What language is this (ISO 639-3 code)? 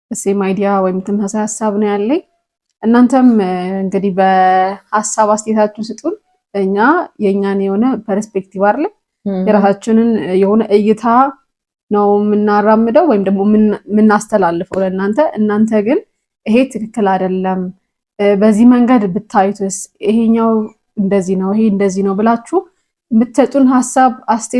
amh